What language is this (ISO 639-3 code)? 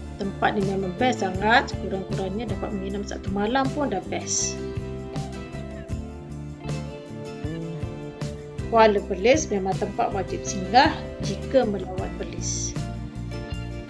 msa